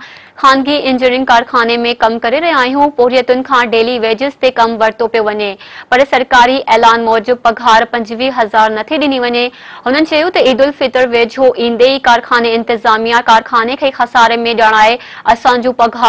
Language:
Sindhi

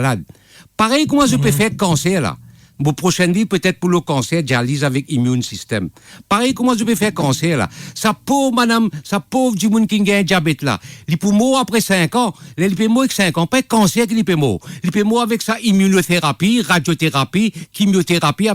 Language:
Morisyen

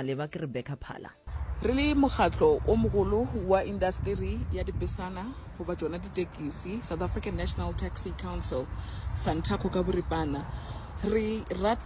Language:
Northern Sotho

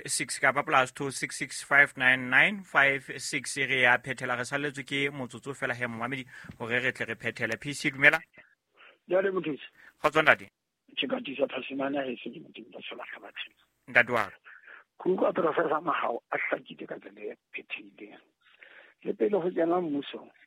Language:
Southern Sotho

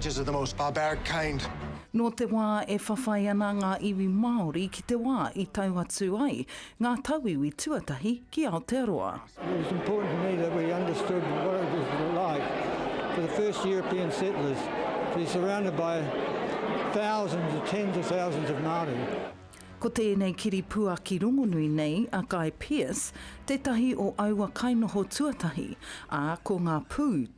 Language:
Māori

